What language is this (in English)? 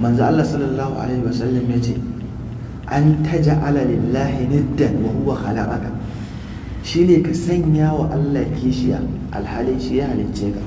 Hausa